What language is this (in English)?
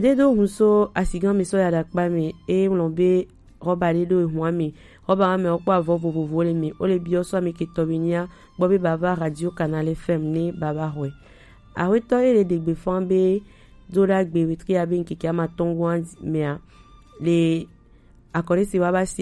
Gen